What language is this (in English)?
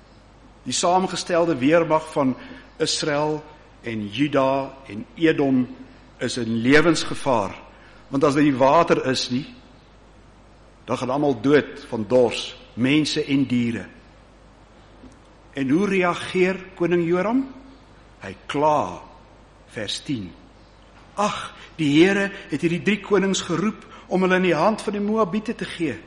Afrikaans